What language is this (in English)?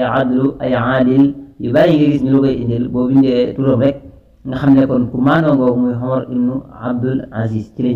Wolof